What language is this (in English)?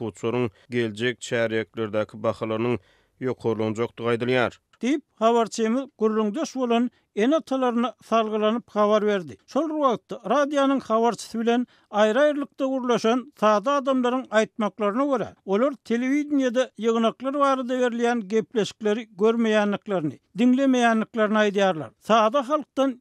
Turkmen